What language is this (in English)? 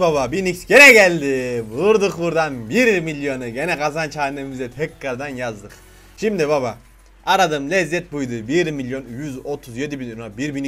Turkish